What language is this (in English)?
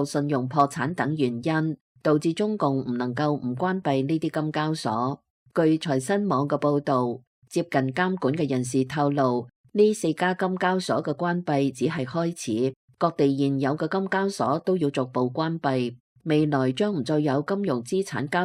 Cantonese